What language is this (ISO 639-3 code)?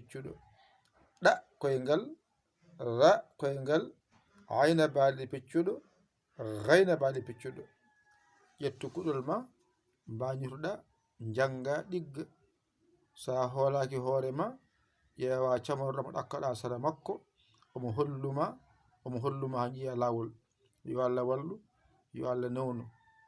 ful